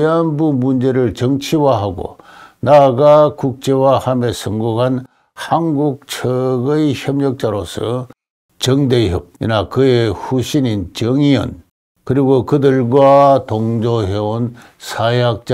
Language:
Korean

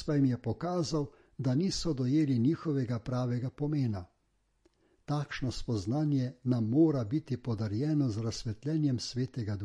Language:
Slovenian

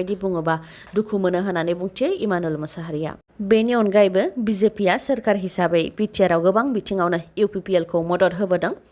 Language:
Bodo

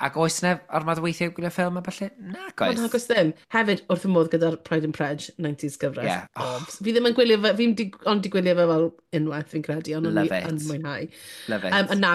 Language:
Welsh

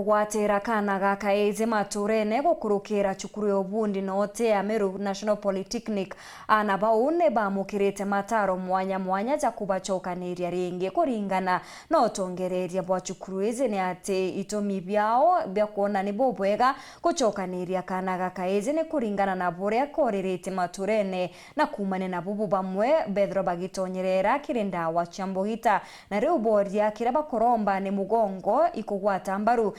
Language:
Meru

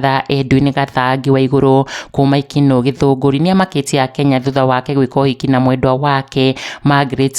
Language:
Kikuyu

